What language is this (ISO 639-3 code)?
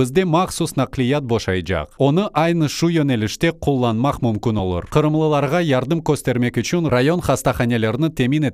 crh